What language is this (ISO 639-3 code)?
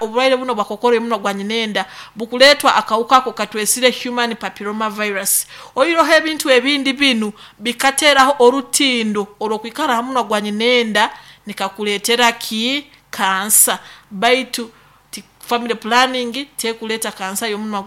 nyo